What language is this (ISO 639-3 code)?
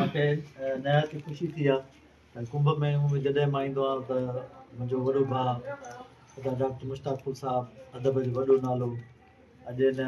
snd